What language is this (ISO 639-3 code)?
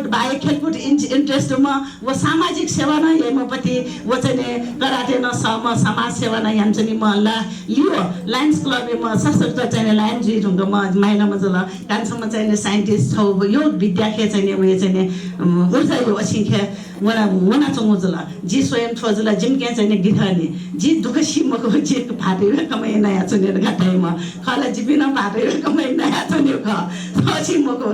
new